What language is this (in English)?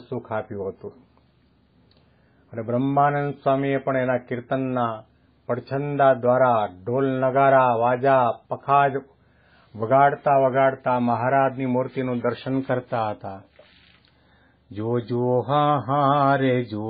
Gujarati